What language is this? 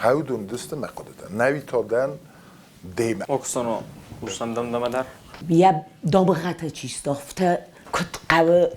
Ossetic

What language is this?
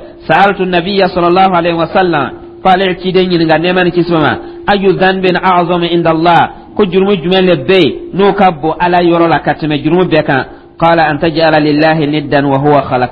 Dyula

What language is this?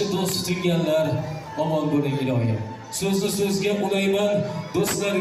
Uzbek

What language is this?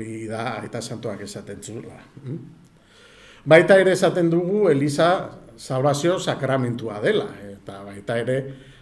Basque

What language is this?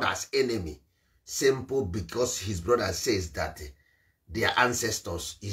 Igbo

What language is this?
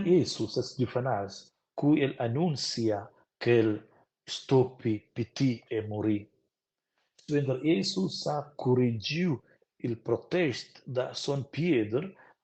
Romansh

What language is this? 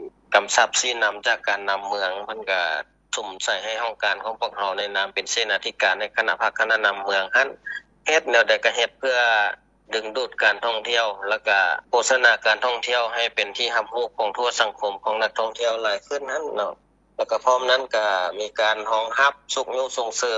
Lao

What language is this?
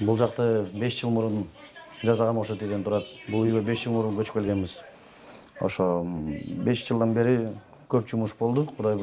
Kyrgyz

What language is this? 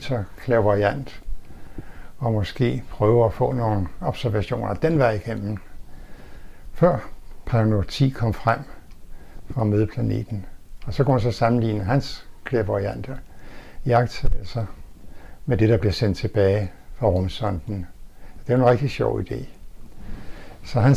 Danish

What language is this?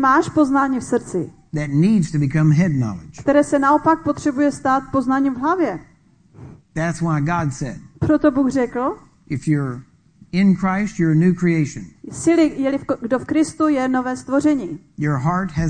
Czech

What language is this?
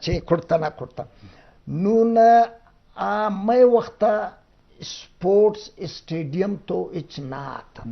Eastern Balochi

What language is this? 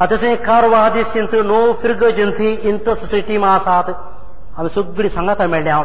Konkani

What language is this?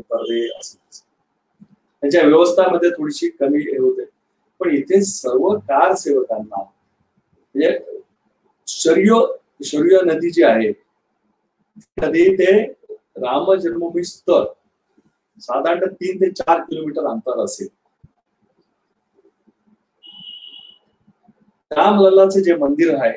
Marathi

